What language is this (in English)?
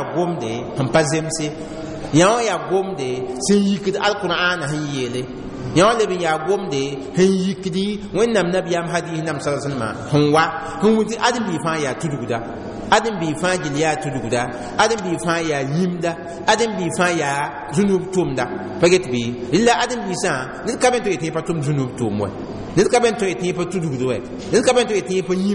Mossi